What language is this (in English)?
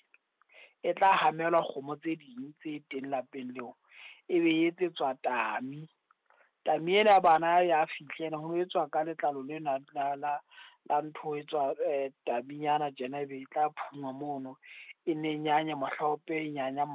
Southern Sotho